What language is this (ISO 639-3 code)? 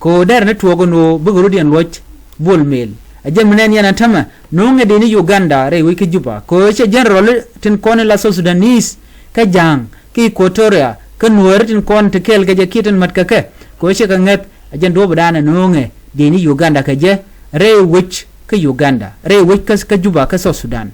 nus